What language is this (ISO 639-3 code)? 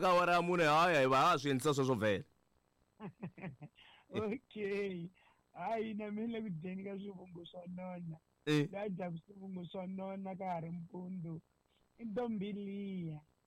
tso